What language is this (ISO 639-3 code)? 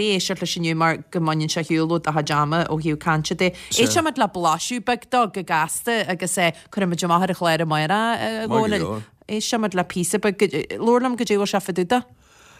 gle